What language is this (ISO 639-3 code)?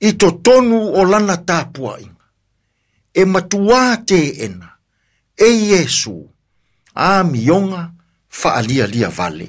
smo